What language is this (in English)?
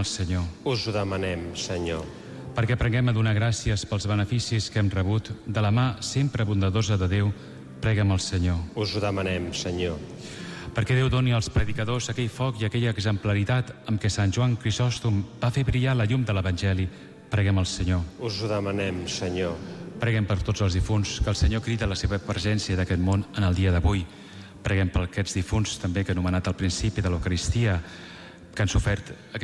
Catalan